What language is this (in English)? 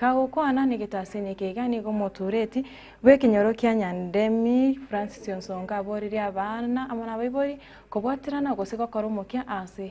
Gusii